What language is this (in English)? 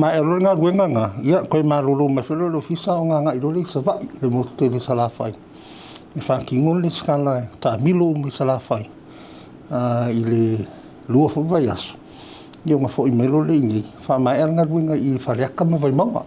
Samoan